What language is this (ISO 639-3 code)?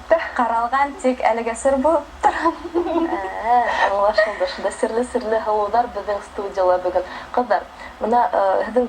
bak